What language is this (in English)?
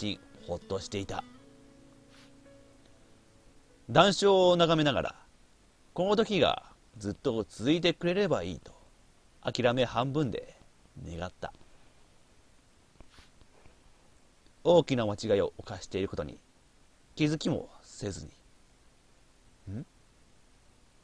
Japanese